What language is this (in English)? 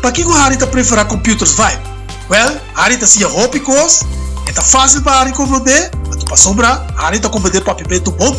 Papiamento